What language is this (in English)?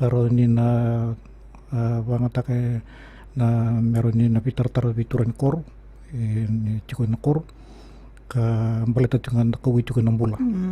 Fijian